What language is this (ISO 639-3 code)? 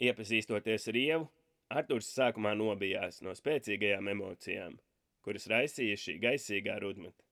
lav